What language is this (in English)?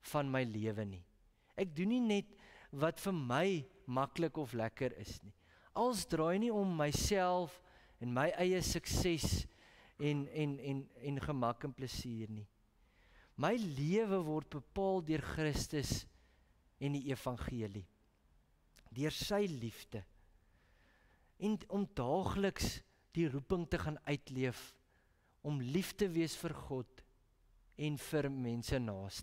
Afrikaans